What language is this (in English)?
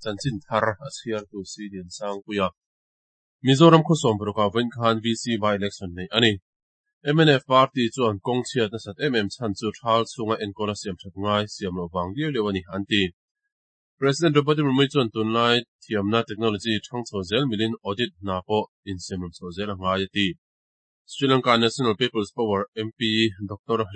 Mizo